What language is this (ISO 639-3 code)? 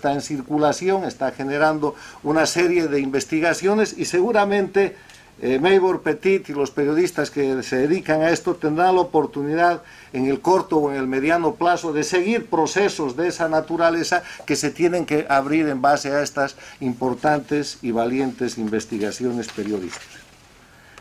spa